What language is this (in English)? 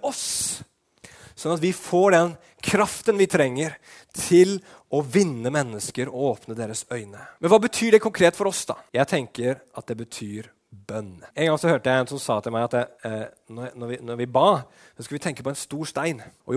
Norwegian